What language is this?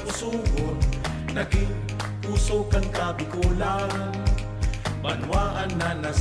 Bikol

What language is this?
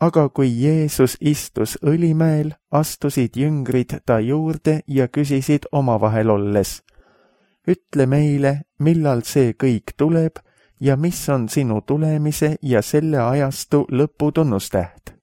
Estonian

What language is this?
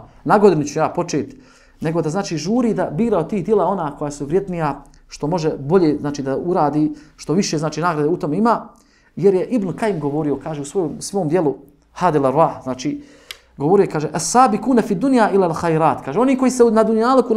Bosnian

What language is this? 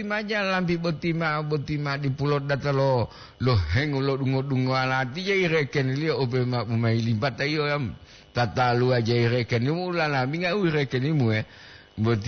Gorontalo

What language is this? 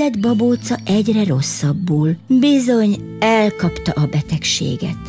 Hungarian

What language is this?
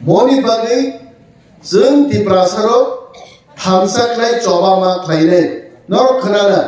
Kok Borok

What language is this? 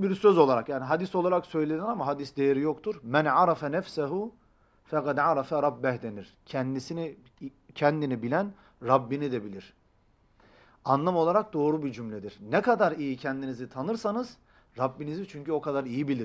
Turkish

